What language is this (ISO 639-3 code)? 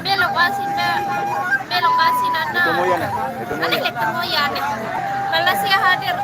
sas